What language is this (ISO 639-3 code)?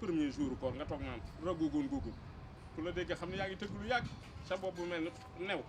wol